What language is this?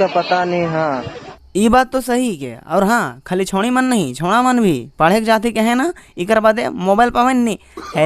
Sadri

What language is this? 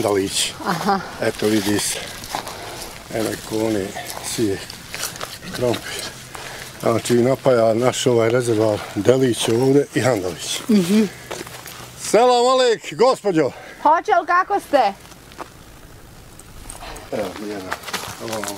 Bosnian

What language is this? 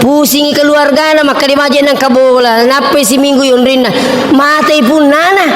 Buginese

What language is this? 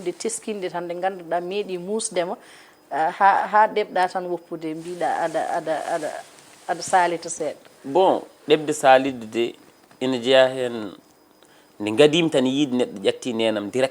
Fula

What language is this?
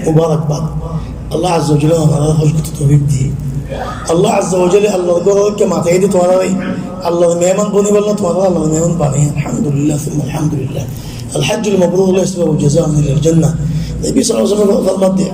Rohingya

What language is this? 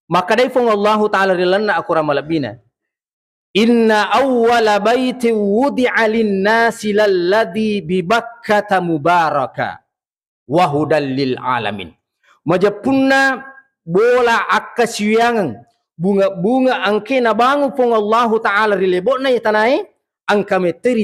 Buginese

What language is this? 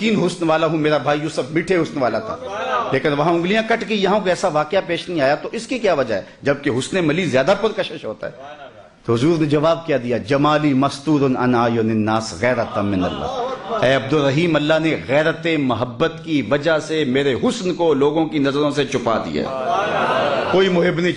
Urdu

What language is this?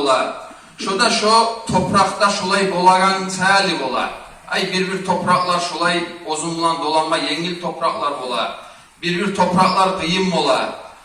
Kumyk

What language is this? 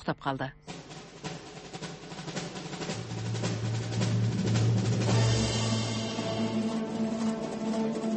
Kazakh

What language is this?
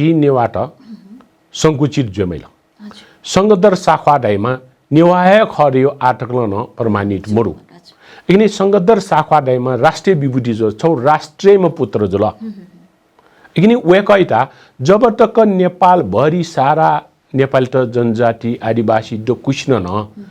Newari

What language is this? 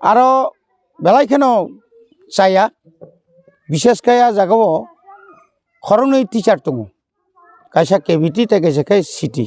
Kok Borok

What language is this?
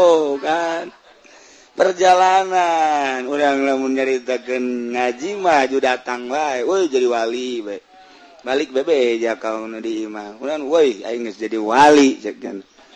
Sundanese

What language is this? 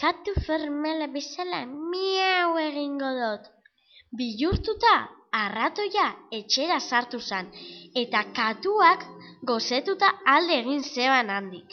Basque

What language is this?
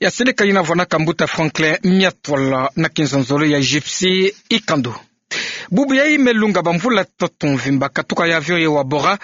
Kituba (Democratic Republic of Congo)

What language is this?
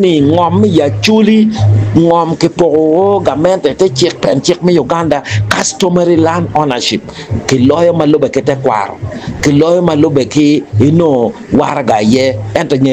Acoli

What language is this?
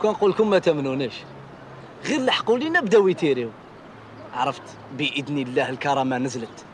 Algerian Arabic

